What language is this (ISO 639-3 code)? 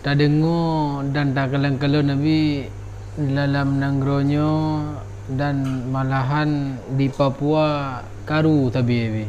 ace